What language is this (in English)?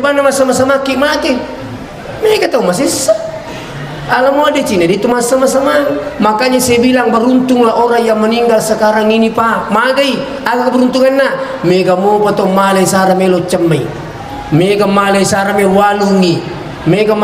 Buginese